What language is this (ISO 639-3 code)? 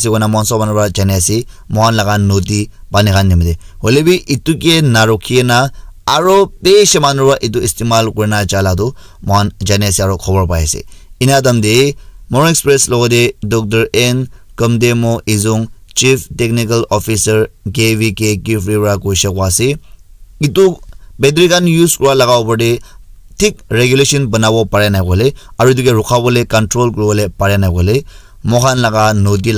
nag